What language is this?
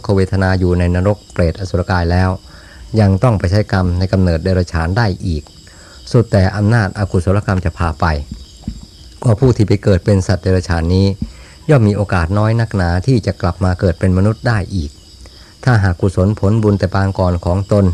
Thai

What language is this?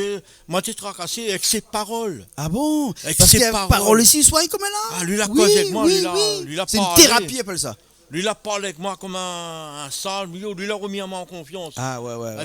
Réunion Creole French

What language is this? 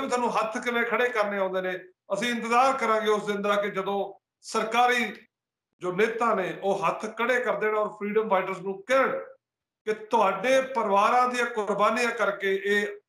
Punjabi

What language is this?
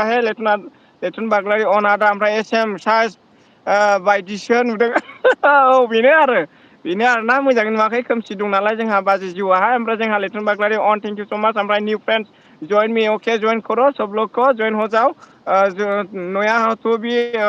Bodo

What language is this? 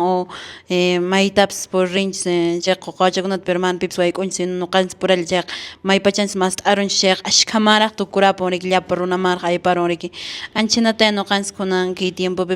Quechua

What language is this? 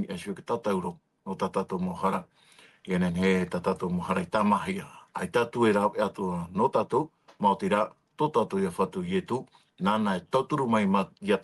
Tahitian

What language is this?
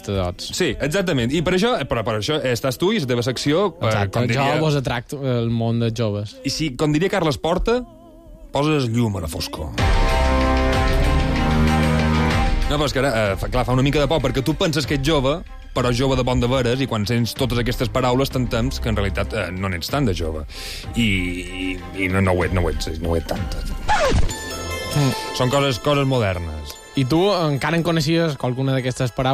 Catalan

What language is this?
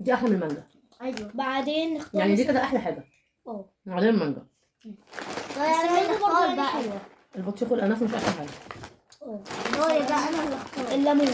Egyptian Arabic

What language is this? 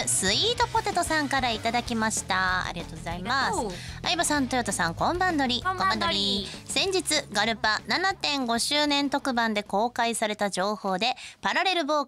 Japanese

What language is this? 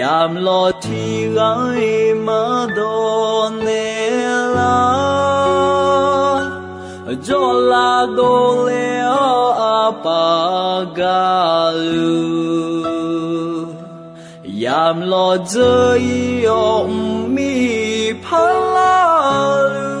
Akha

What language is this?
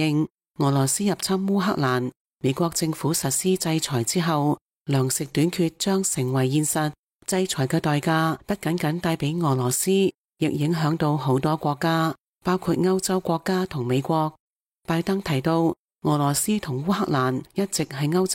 Cantonese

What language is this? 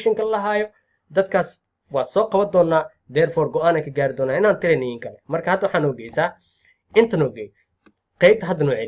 Somali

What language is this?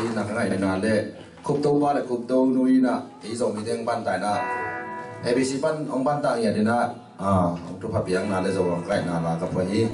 Tedim Chin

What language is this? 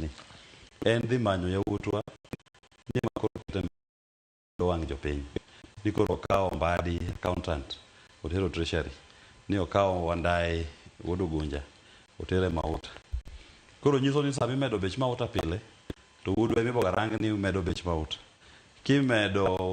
Luo (Kenya and Tanzania)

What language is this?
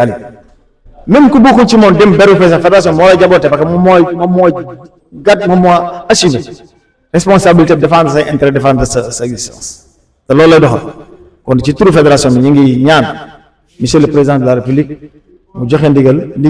Wolof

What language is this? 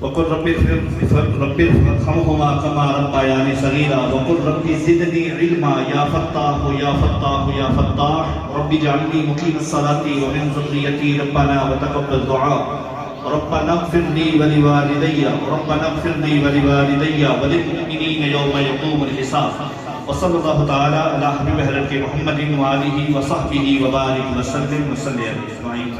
Pahari-Potwari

